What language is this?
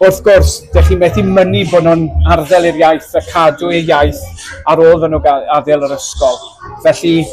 Welsh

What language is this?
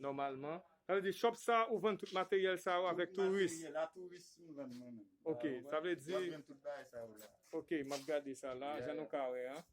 Haitian Creole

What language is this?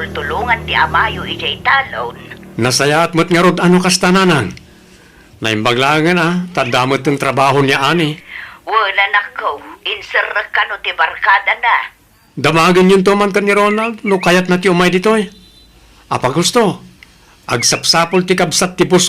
Iloko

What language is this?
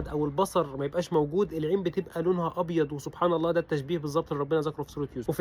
Egyptian Arabic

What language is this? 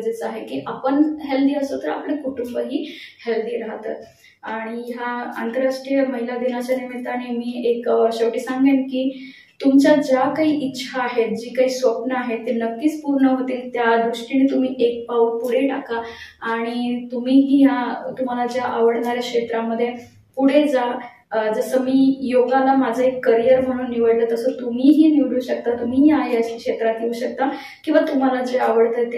Marathi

